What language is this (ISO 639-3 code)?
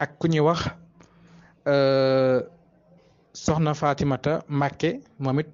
wol